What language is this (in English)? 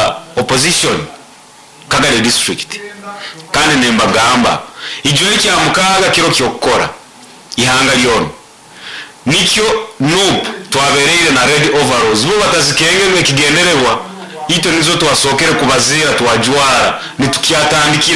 Nyoro